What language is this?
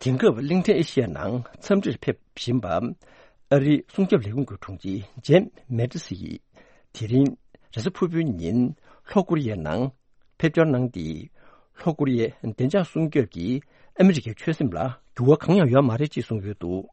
Tibetan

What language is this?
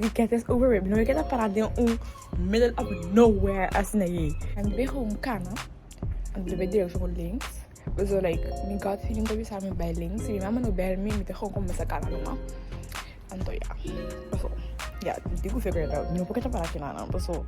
Papiamento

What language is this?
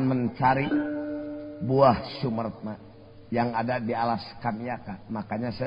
Sundanese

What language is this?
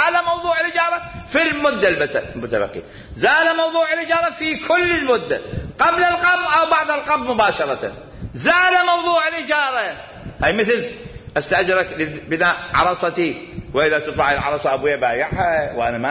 Mesopotamian Arabic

